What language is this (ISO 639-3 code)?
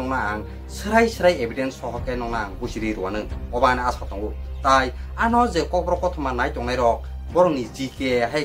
trp